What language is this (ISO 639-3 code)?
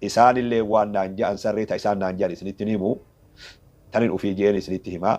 orm